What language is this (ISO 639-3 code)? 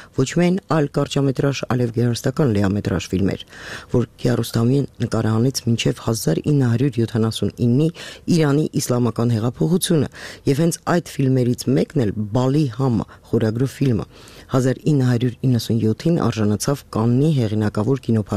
hye